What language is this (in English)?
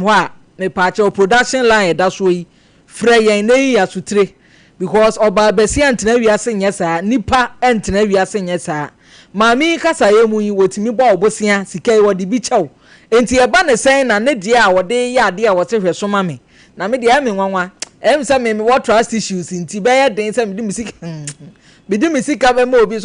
Akan